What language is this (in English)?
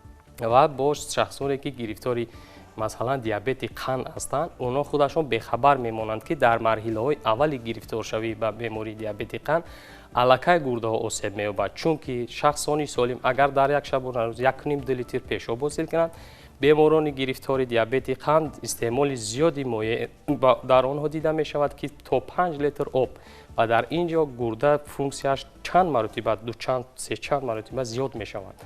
Tajik